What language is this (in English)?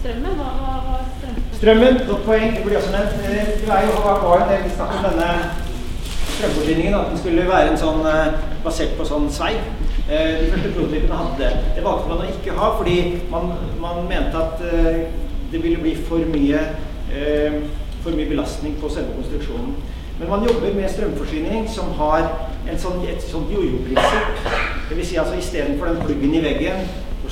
Norwegian